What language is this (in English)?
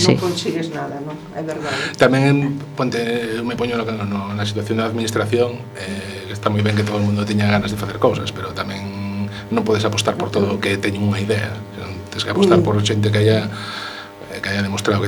Galician